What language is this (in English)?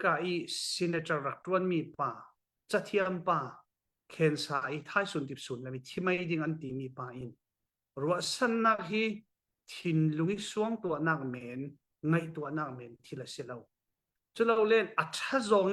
Falam Chin